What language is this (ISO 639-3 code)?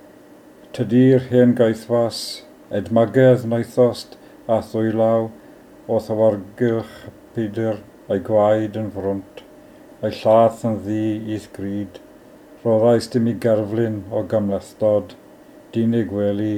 cym